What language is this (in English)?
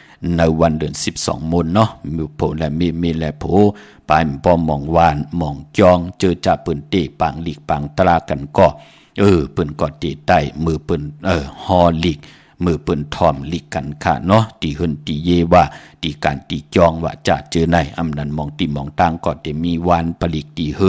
Shan